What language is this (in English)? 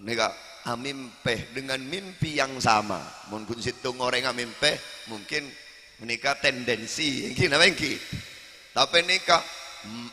Madurese